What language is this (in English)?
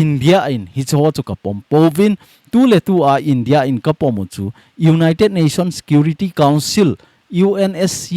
Thado Chin